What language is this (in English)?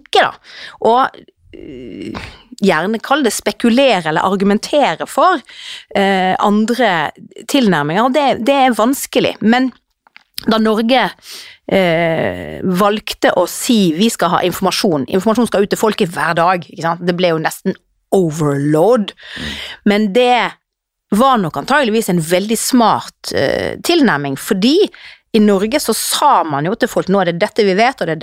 Norwegian